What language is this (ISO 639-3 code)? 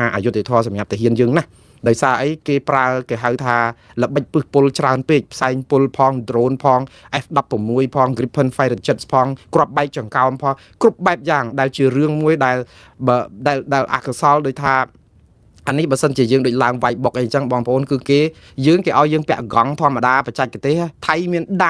khm